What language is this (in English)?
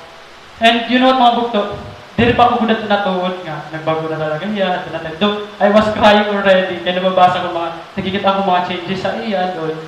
Waray